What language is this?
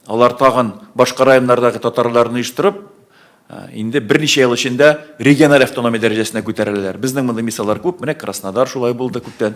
Tatar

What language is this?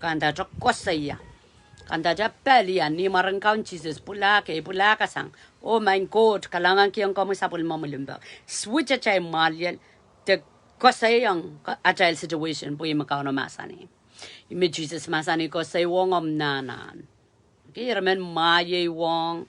Pohnpeian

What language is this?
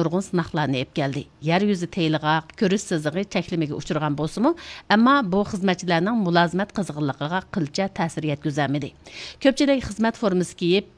Uyghur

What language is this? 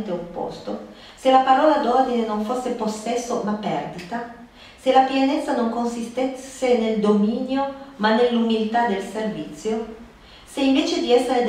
Italian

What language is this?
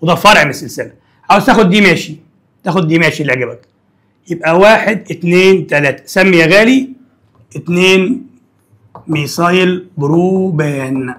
Egyptian Arabic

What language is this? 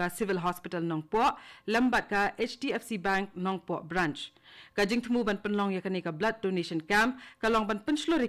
Khasi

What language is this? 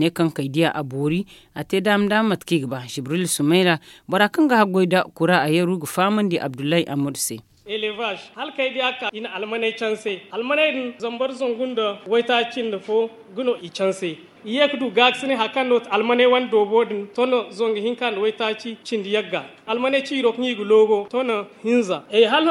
Zarma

